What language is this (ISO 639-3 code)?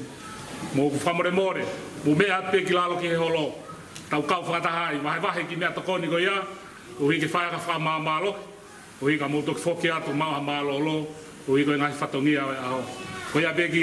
ton